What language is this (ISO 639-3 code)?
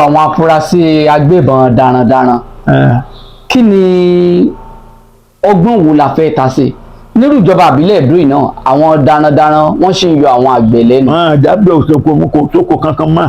yor